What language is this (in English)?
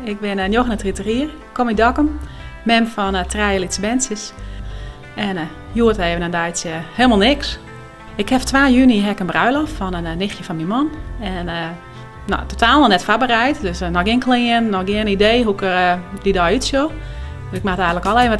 Western Frisian